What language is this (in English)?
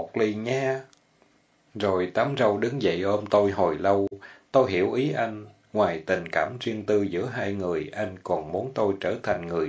Vietnamese